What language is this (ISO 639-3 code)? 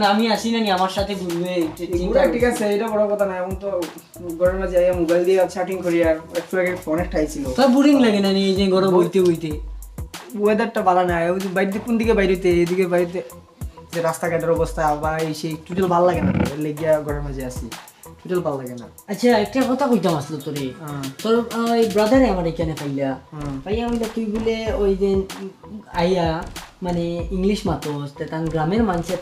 syl